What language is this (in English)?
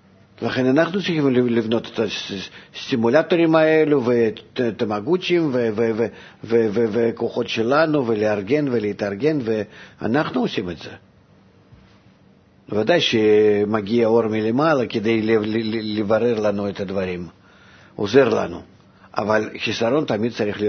Hebrew